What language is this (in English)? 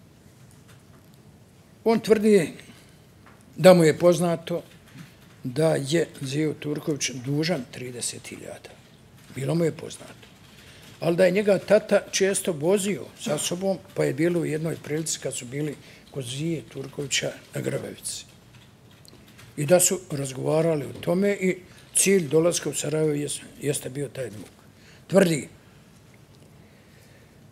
Bosnian